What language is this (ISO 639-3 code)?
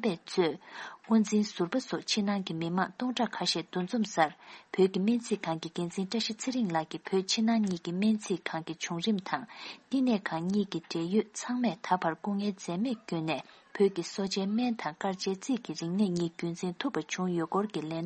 bod